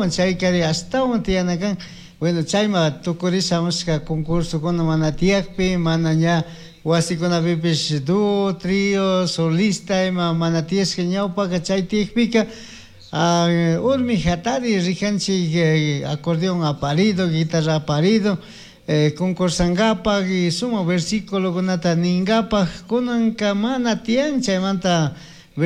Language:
Chimborazo Highland Quichua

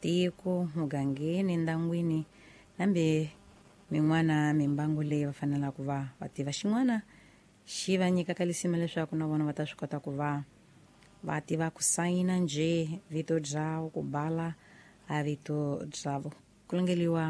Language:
Tsonga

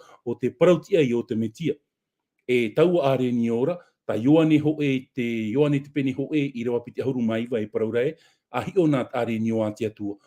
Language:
Tahitian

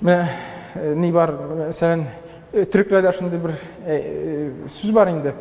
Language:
Tatar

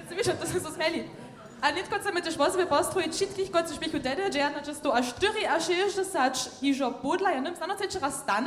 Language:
Upper Sorbian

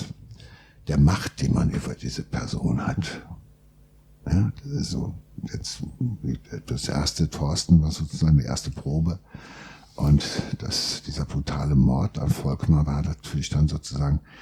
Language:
German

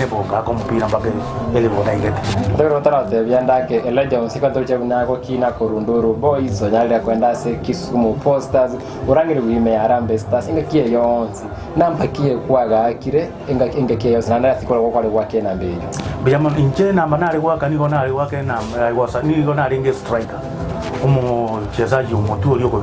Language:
Gusii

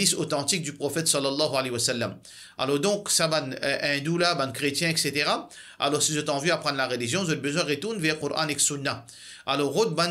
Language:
Morisyen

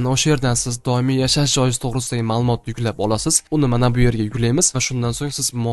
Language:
Uzbek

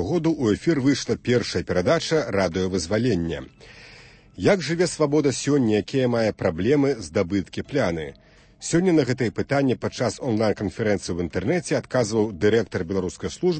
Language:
Belarusian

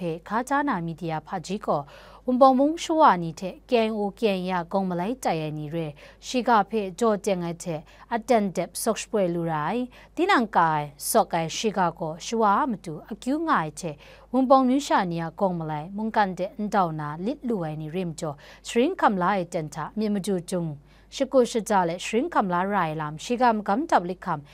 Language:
Kachin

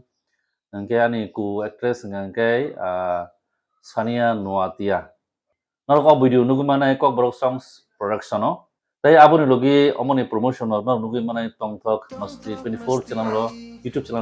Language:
Kok Borok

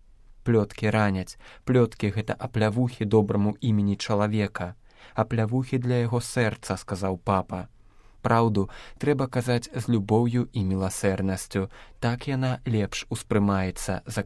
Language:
Belarusian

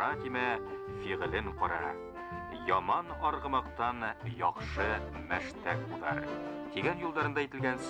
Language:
Bashkir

